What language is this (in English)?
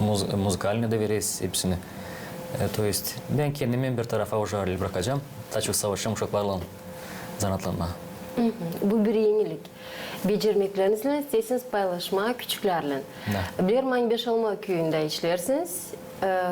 Gagauz